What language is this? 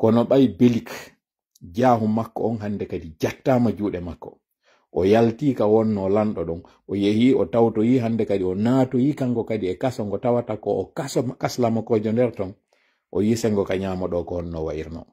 Pular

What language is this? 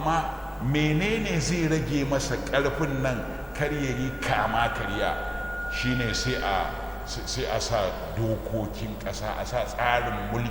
Hausa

